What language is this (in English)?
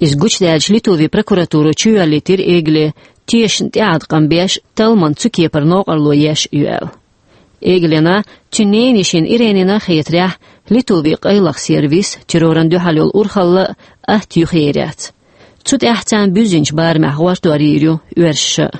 Chechen